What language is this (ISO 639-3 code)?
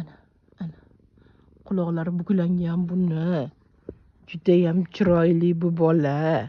uzb